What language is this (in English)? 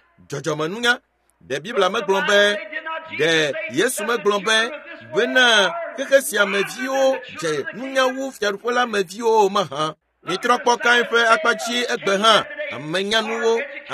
Ewe